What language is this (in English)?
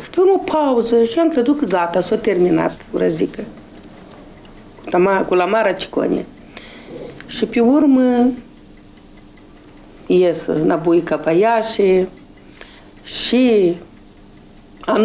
Romanian